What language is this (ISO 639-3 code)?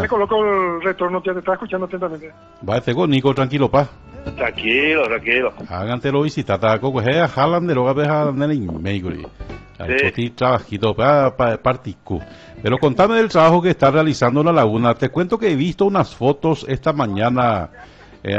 spa